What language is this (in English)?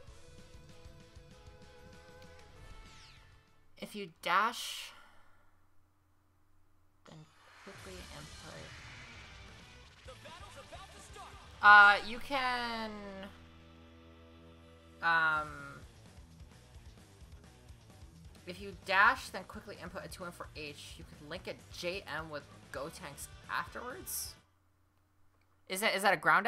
English